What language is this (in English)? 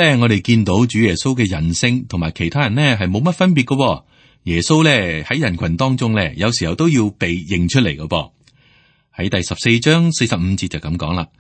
Cantonese